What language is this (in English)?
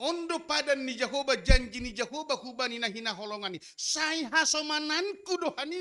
Batak Simalungun